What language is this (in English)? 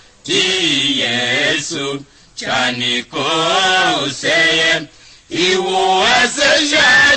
Tiv